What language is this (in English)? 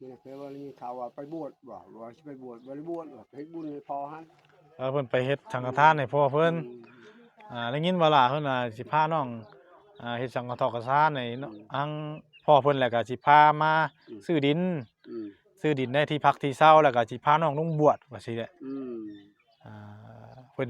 Northeastern Thai